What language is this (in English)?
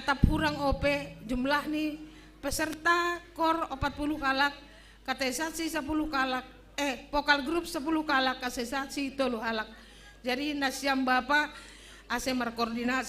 Batak Simalungun